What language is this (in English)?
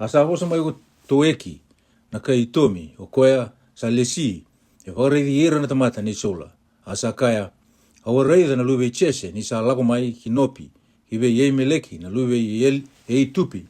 Fijian